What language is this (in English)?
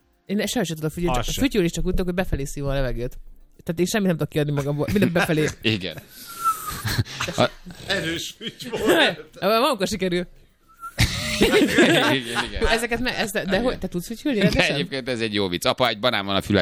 Hungarian